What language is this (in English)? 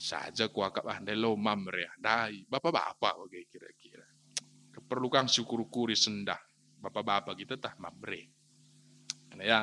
Batak Karo